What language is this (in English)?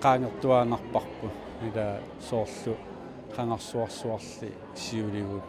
Inuktitut